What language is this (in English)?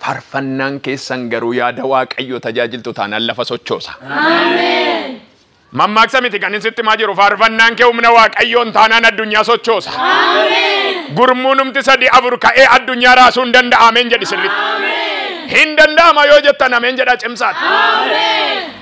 Oromo